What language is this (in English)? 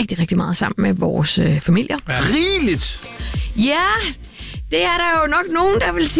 Danish